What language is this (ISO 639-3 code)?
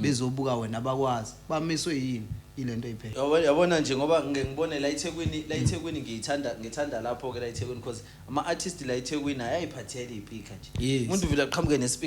zul